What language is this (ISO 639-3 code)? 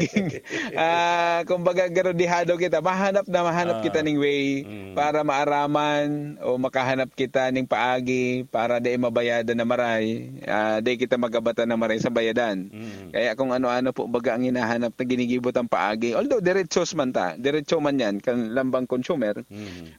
bik